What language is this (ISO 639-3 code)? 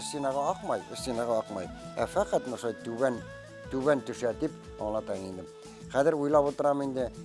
bak